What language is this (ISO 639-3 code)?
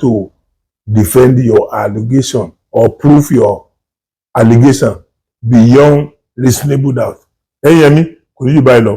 yor